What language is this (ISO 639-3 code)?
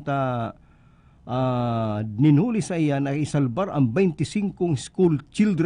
bik